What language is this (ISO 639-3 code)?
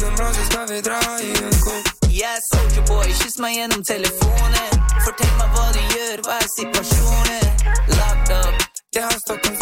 nor